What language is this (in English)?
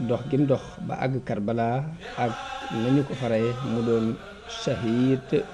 Wolof